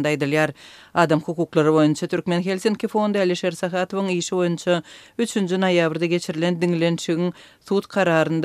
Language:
Kyrgyz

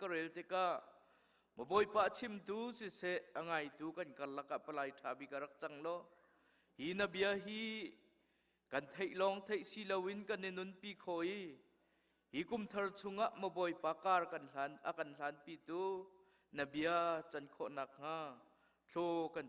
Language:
Hakha Chin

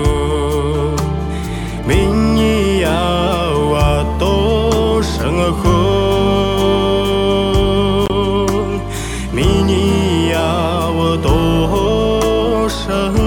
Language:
Buriat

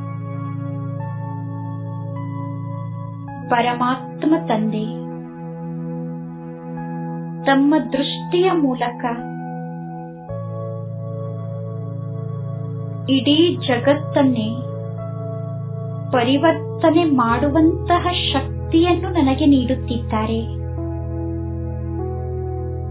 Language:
Kannada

